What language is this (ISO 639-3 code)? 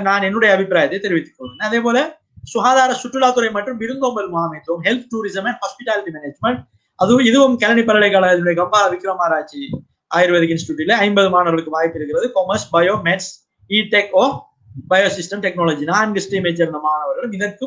tam